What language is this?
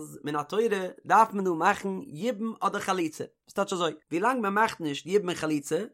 Yiddish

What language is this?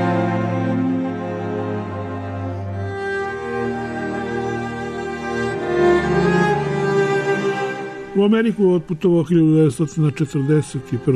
Serbian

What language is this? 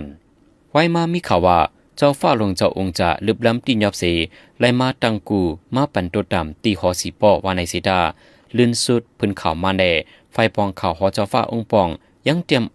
Shan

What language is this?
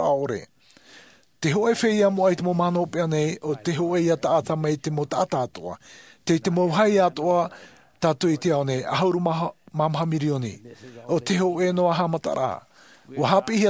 Tahitian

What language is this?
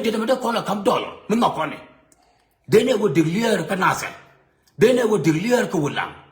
Nuer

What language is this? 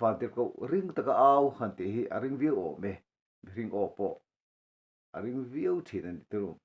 Mizo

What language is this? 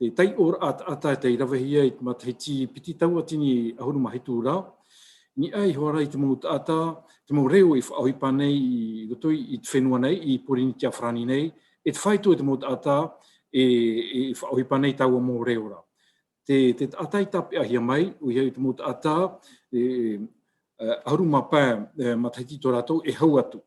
Tahitian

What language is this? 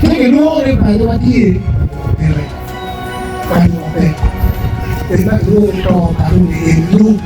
Acoli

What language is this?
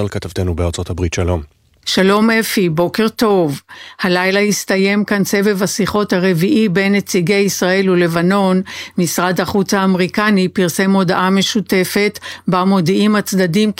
Hebrew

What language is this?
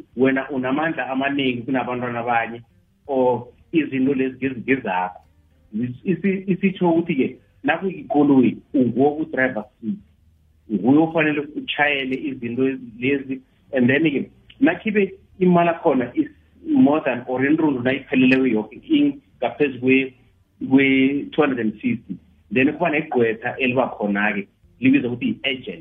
South Ndebele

